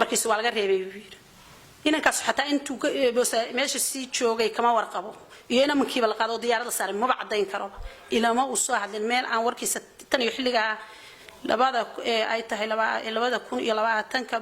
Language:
Somali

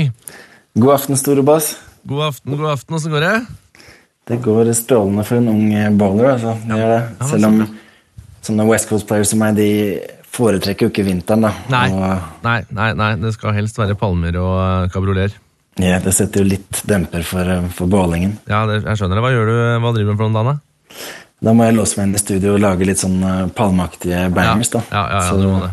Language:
Norwegian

